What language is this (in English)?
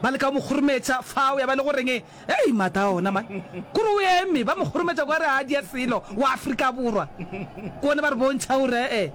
Northern Sotho